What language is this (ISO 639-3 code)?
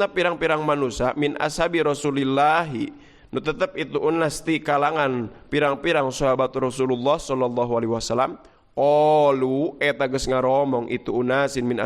sun